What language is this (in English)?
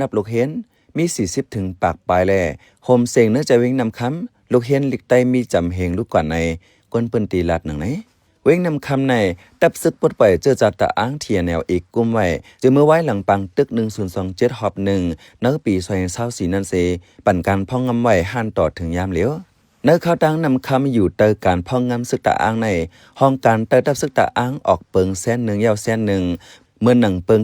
Shan